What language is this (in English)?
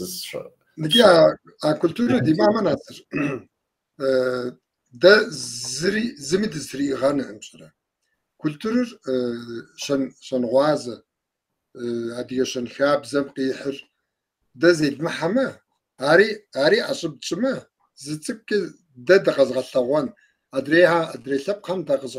Kabardian